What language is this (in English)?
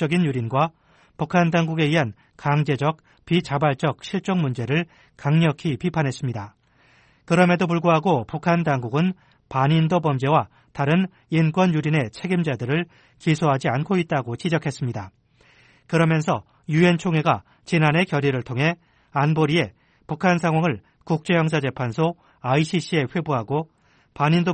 Korean